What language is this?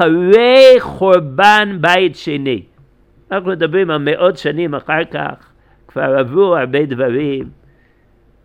Hebrew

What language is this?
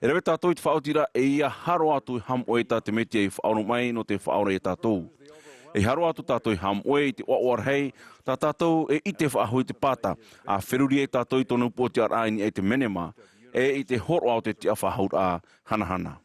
Tahitian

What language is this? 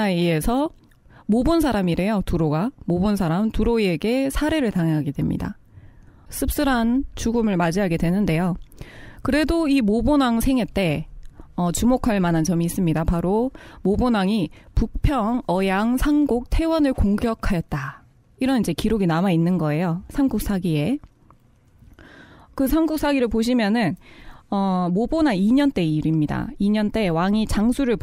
Korean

